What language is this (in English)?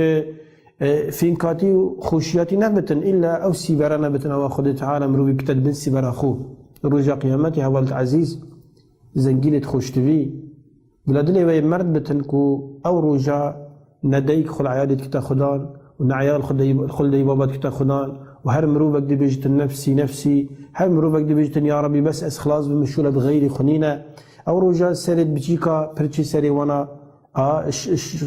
Kurdish